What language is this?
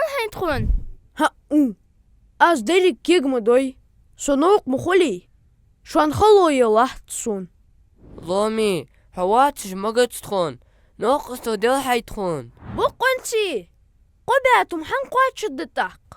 Ingush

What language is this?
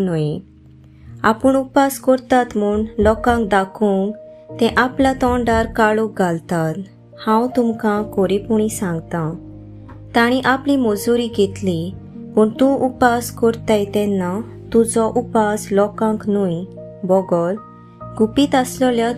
Konkani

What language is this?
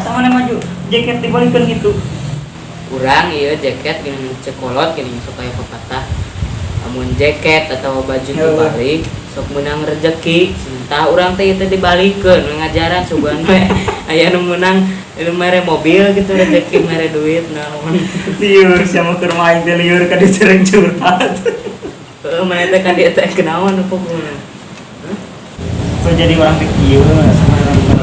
Sundanese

